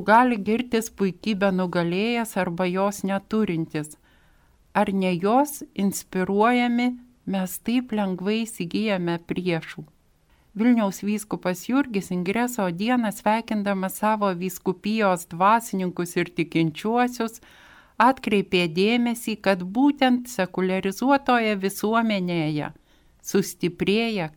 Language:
Lithuanian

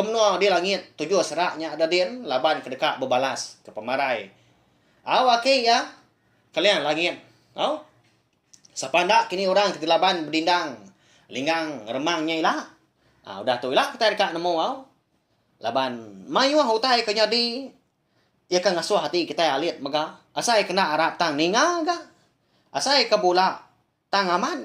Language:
Iban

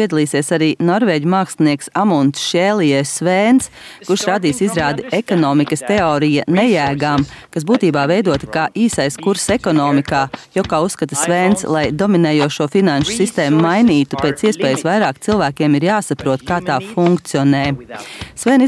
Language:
Latvian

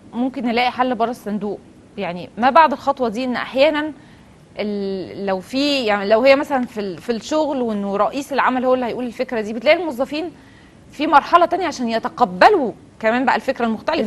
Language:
Egyptian Arabic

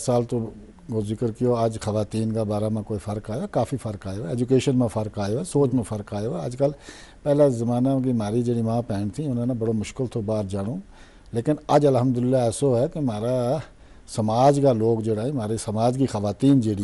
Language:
Gujari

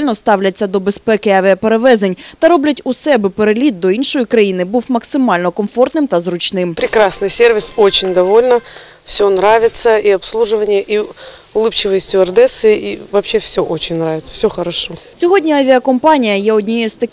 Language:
Ukrainian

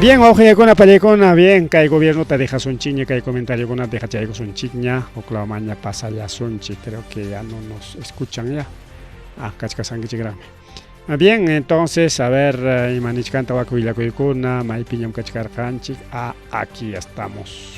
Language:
Ayacucho Quechua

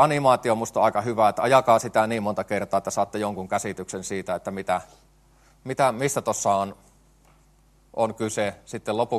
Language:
Finnish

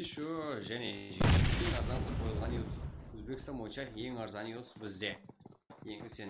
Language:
Kara-Kalpak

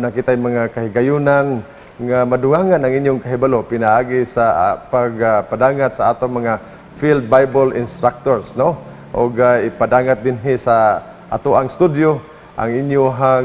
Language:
Cebuano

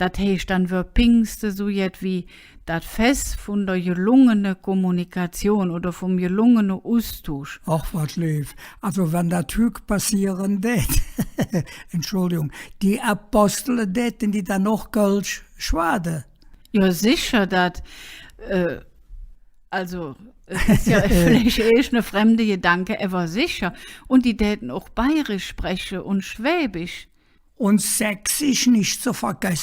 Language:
Colognian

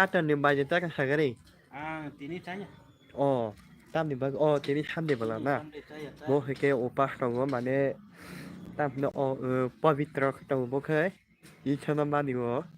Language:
Kok Borok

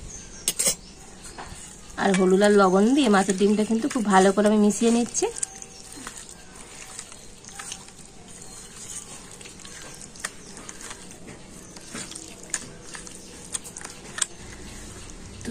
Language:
Bangla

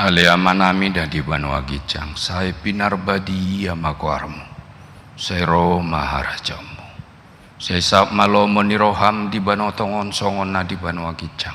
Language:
Batak Toba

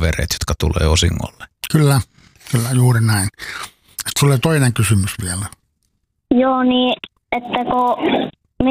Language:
Finnish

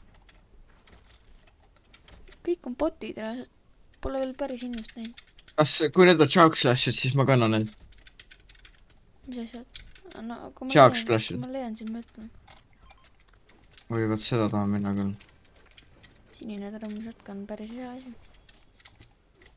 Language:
Estonian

